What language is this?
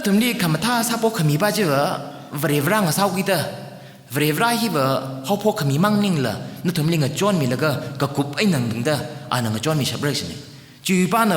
Tangkhul Naga (India)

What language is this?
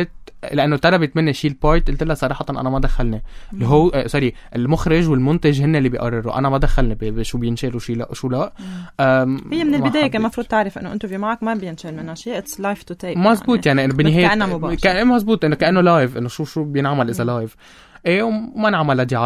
North Levantine Arabic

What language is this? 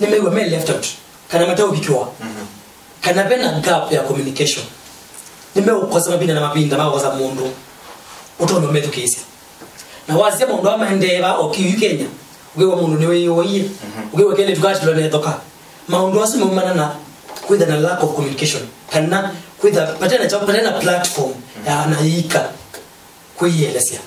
Kamba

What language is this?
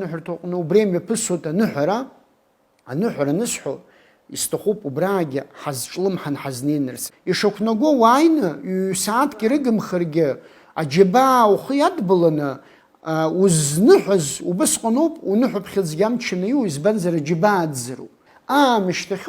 Abkhazian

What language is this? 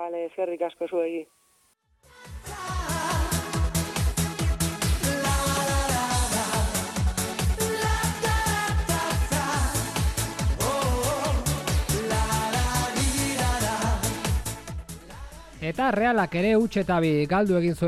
Basque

